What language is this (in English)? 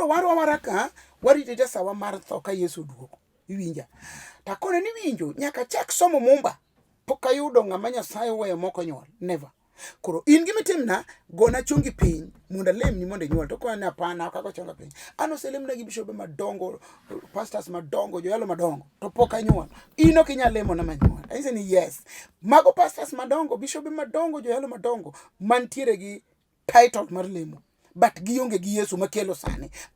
Luo (Kenya and Tanzania)